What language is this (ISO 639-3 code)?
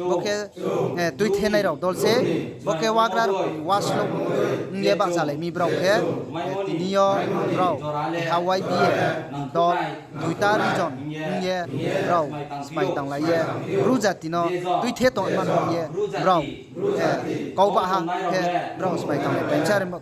ria